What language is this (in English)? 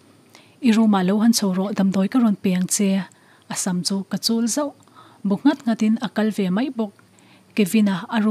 Mizo